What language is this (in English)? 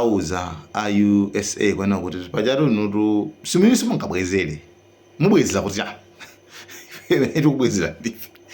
Nyanja